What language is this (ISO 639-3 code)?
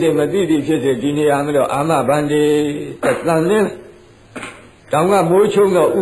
mya